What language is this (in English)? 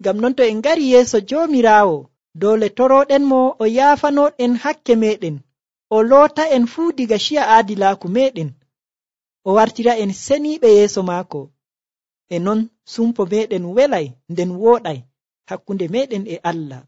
Nigerian Fulfulde